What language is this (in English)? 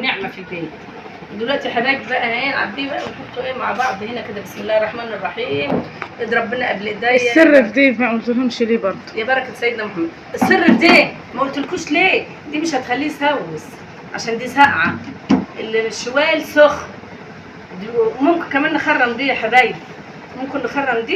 Egyptian Arabic